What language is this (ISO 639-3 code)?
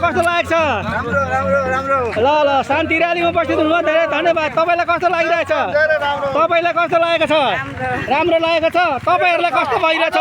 nep